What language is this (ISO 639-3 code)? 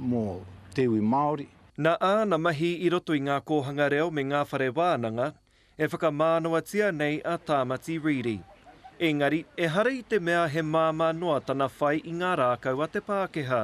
mri